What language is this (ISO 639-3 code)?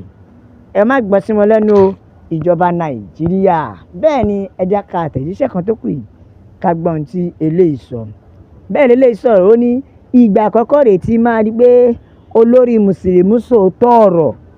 yor